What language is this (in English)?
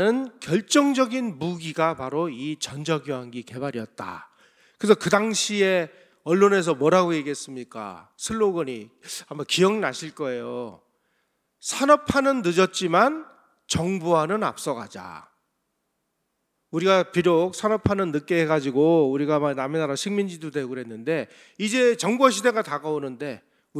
Korean